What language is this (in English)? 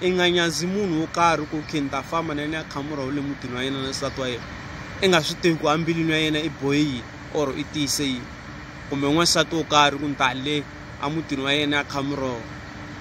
Tsonga